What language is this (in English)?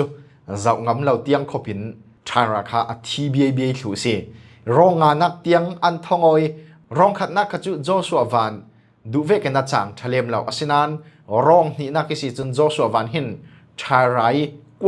Falam Chin